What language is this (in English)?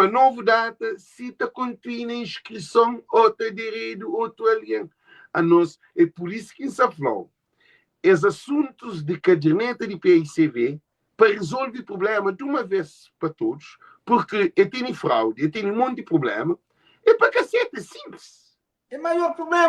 Kabuverdianu